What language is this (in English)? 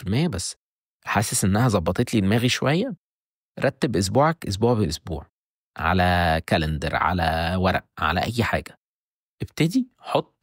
Egyptian Arabic